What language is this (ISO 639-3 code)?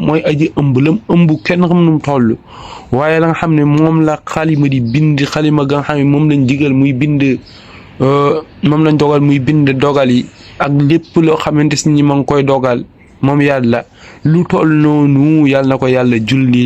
wol